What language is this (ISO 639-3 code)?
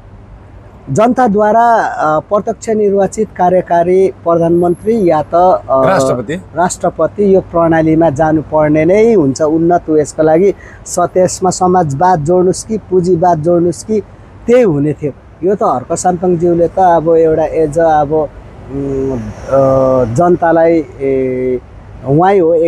nep